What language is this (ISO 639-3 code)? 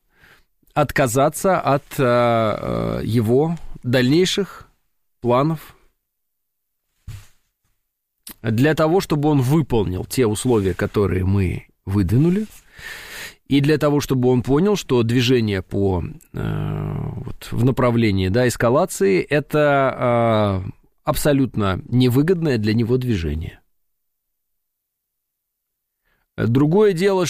rus